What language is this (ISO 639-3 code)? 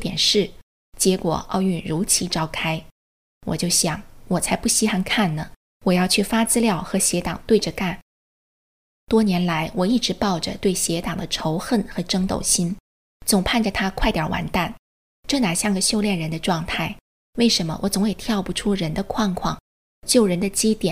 zho